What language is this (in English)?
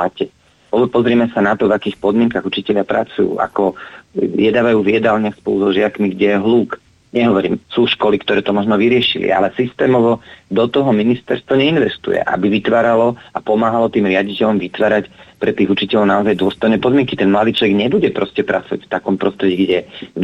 Slovak